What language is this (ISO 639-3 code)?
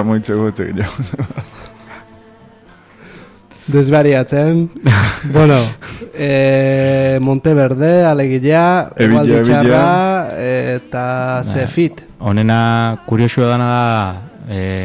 eus